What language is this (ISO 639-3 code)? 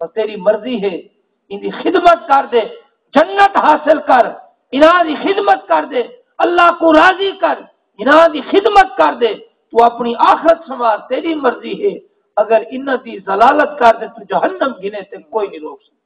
skr